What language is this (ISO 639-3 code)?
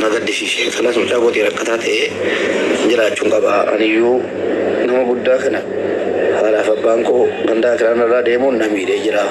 orm